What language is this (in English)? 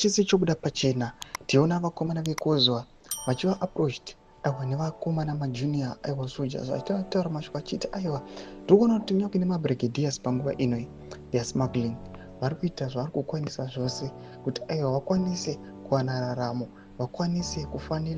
Shona